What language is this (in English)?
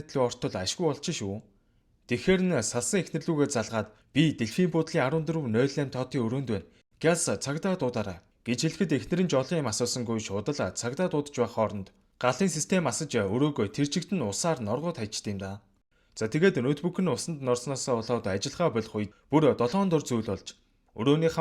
Mongolian